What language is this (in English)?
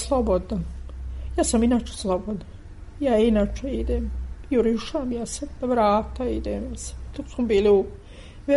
Serbian